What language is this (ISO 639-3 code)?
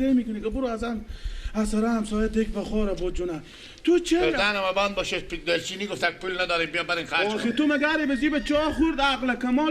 fas